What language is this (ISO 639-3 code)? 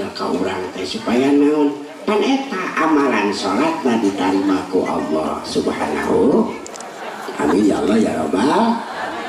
sun